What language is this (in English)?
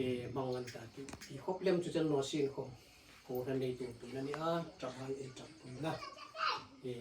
Hmar